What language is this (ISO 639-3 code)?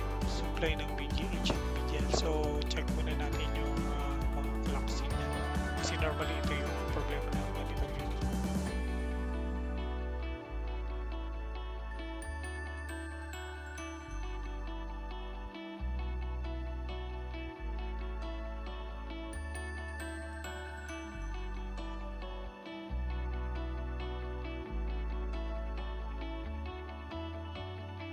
fil